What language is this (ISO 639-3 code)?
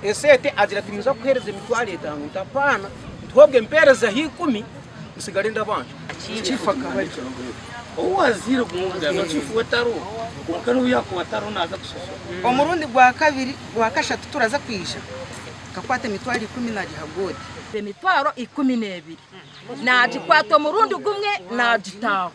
nyn